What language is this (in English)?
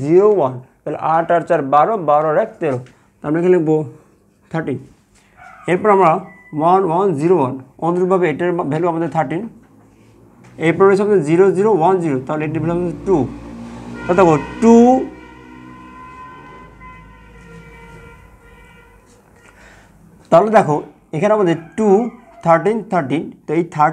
Bangla